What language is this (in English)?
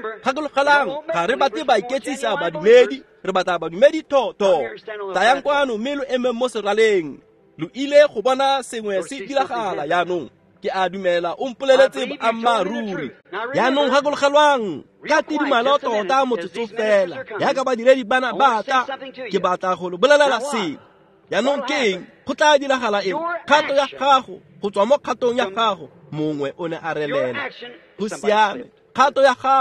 Tswana